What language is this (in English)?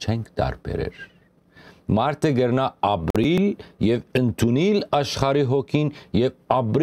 Western Armenian